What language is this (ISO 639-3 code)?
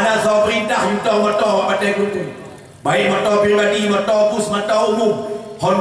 ace